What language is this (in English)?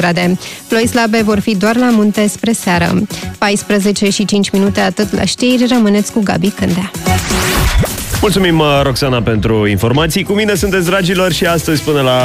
Romanian